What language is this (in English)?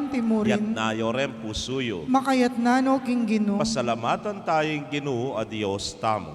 Pampanga